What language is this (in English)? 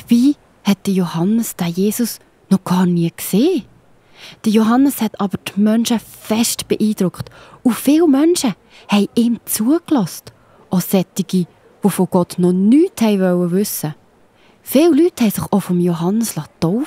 Swiss German